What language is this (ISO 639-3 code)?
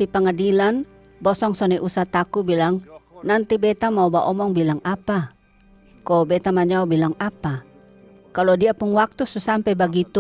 mkn